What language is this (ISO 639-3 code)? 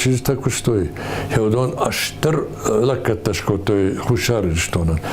oss